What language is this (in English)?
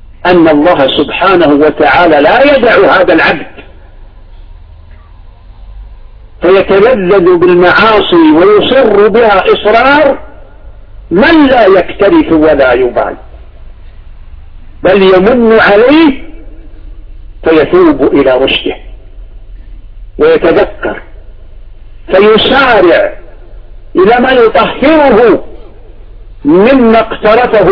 Arabic